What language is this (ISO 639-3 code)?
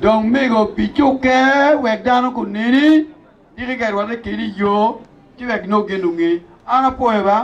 ach